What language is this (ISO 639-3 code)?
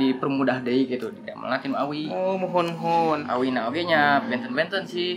sun